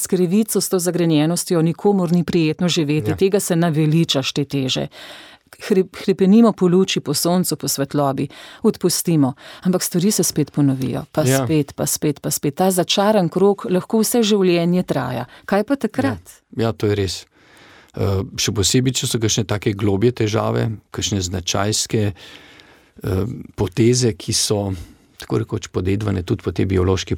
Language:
Slovenian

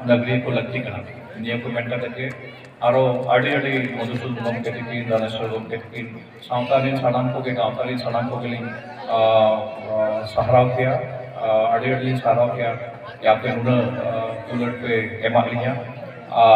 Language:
Santali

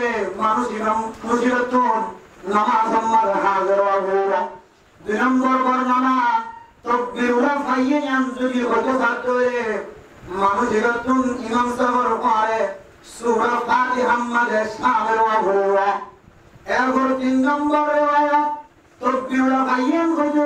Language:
Rohingya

